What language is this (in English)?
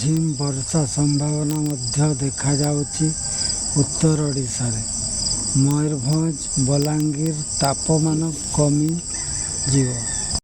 Odia